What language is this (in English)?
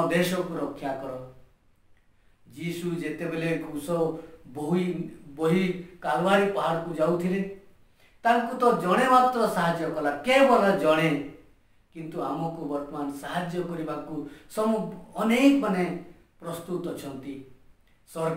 Odia